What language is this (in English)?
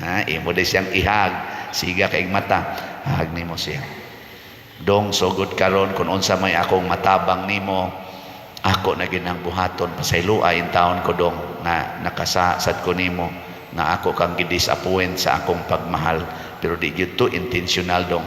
Cebuano